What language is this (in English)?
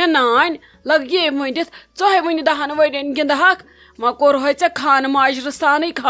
Kashmiri